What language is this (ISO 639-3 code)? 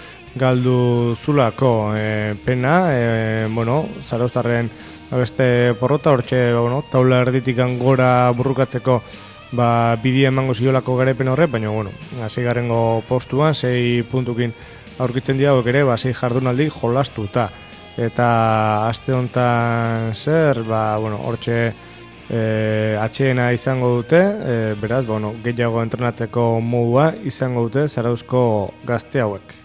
eus